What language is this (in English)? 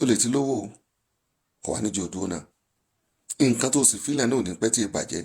Yoruba